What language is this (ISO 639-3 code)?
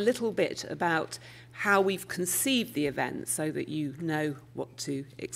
eng